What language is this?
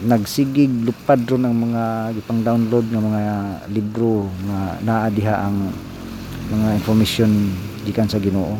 Cebuano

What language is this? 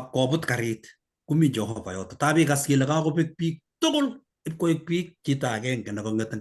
Kalenjin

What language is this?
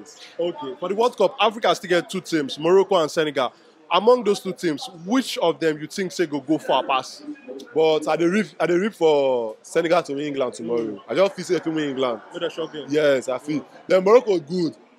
Nigerian Pidgin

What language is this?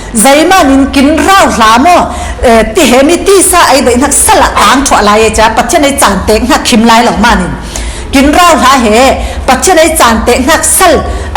Falam Chin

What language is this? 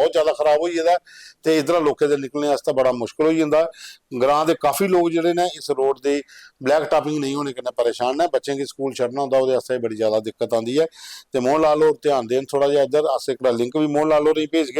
Dogri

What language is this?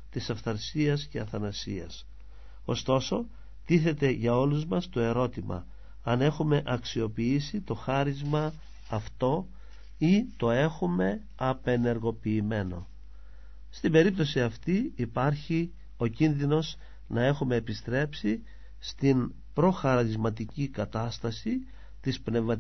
Greek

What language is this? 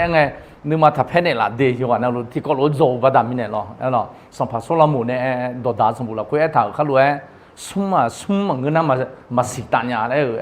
Akha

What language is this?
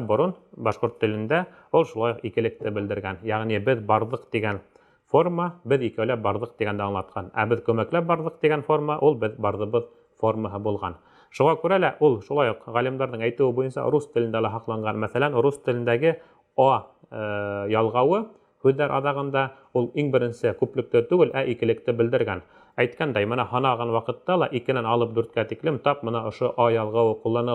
Bashkir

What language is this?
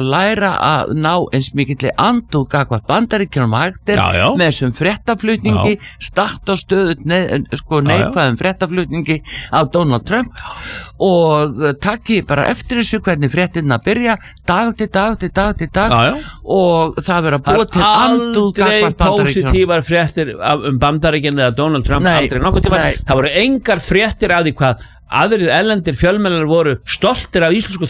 Icelandic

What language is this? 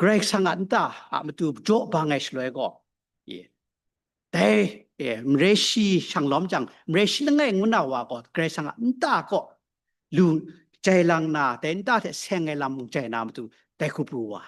Kachin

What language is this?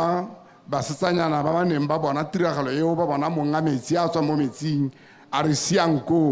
Tswana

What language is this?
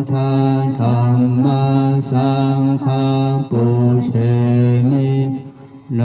Pali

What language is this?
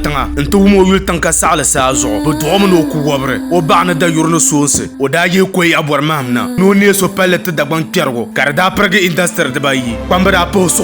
Dagbani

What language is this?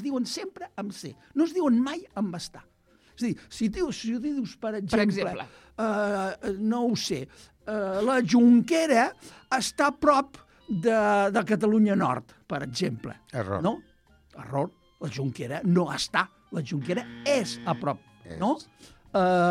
Catalan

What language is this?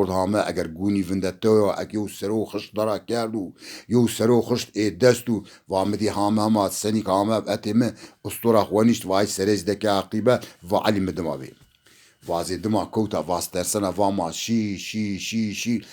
Zaza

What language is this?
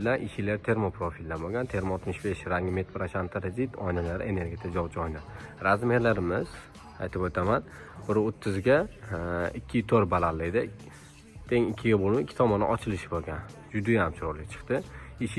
Uzbek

